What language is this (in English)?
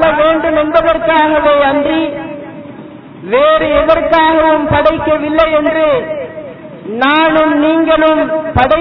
Tamil